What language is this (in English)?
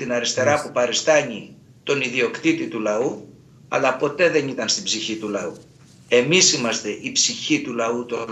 Greek